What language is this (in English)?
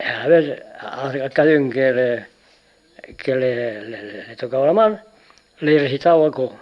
Occitan